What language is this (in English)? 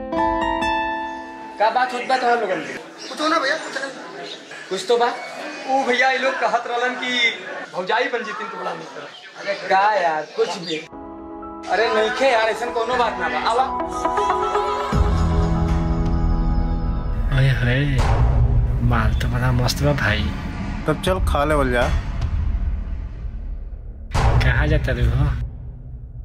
Bhojpuri